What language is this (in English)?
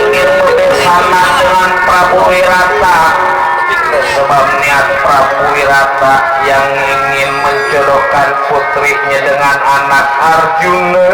Betawi